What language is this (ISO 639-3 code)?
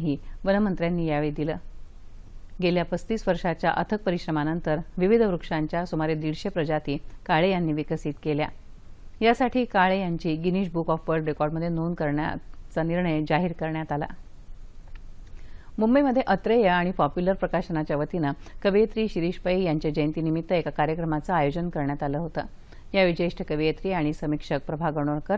mar